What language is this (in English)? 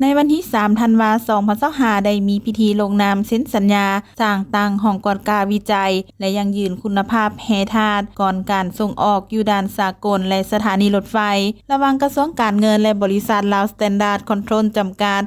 Lao